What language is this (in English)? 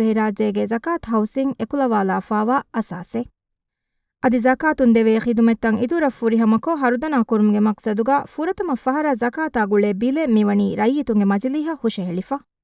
Divehi